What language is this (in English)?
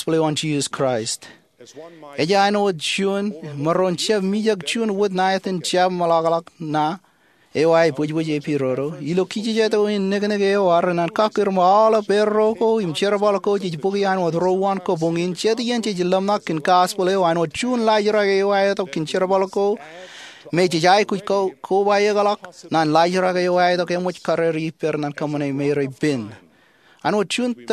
Marshallese